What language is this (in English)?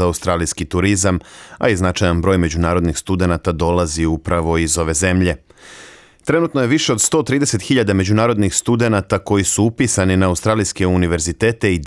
Serbian